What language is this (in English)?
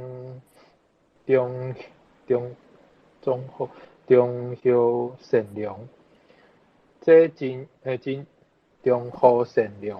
Min Nan Chinese